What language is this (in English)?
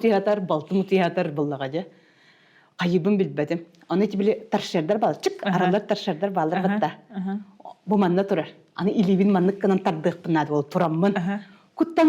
Yakut